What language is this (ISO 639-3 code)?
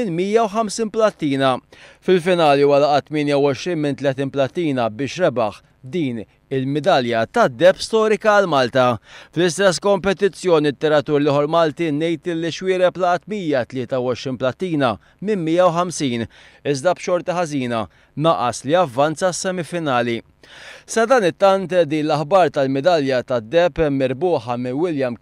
mlt